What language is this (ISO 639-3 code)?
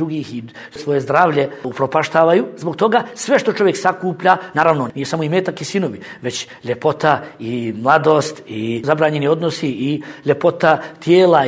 bos